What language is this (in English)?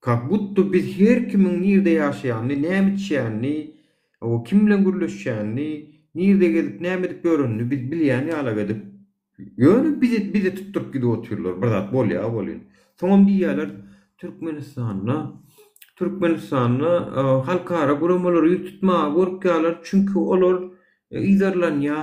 Turkmen